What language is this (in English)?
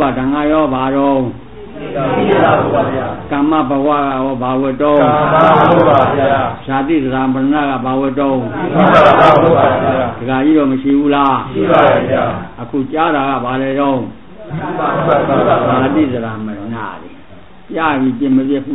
Burmese